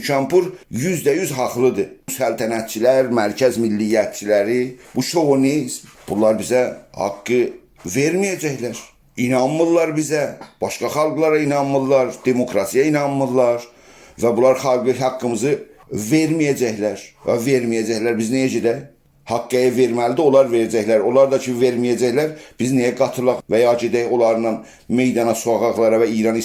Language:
South Azerbaijani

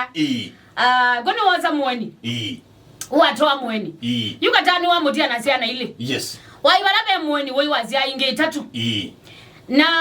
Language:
Kamba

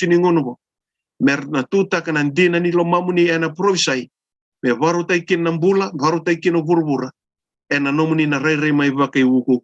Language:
Fijian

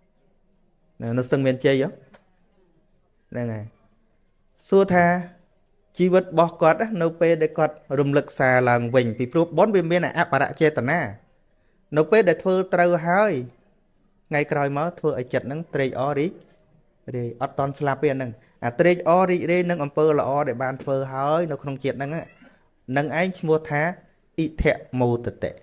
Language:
Khmer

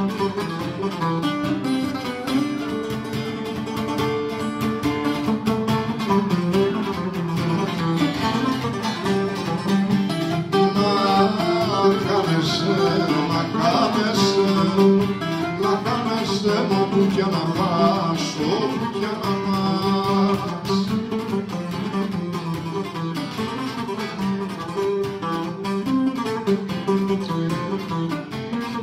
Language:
Greek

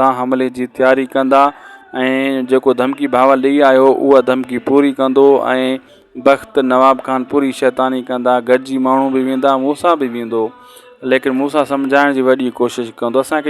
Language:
Sindhi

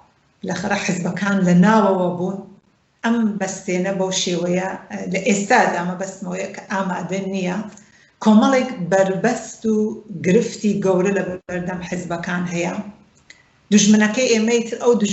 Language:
Central Kurdish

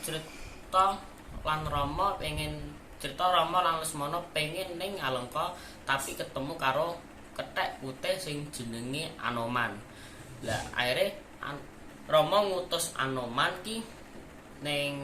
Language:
Javanese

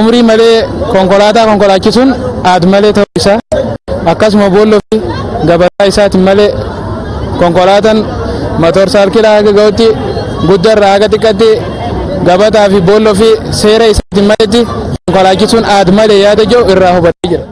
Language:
Oromo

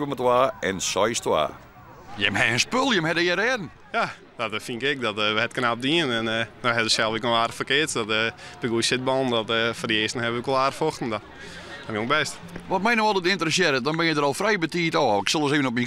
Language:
Western Frisian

